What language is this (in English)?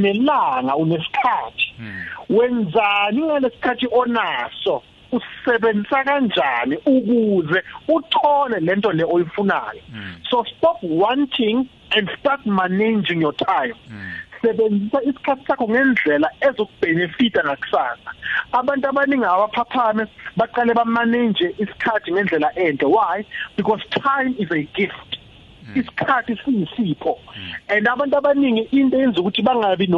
South Ndebele